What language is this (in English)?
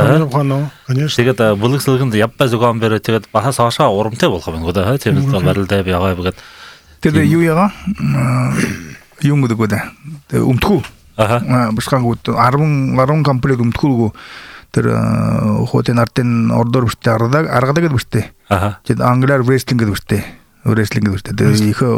Buriat